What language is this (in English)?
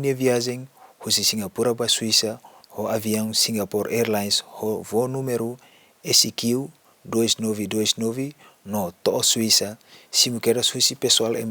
Tetum